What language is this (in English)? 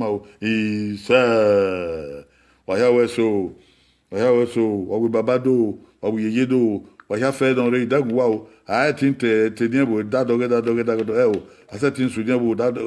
Bini